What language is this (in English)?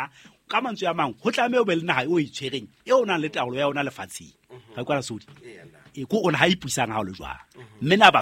Southern Sotho